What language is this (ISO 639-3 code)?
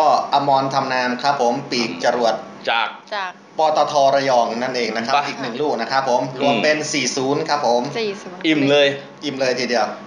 tha